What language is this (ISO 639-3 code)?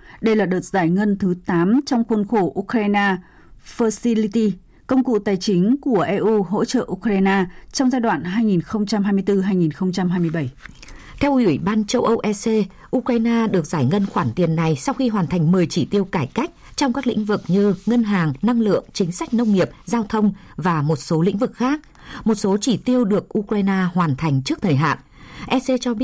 vie